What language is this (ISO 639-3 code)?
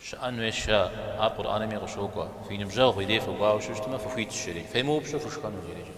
kbd